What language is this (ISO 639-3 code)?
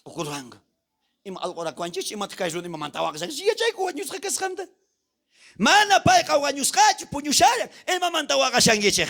quh